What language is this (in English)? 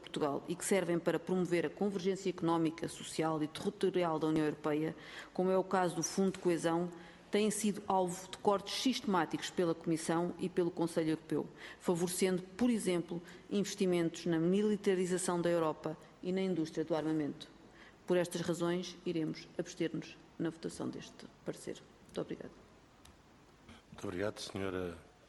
Portuguese